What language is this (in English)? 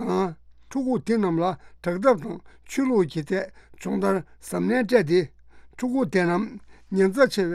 Tibetan